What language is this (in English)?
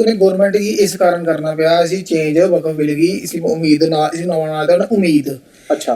Dogri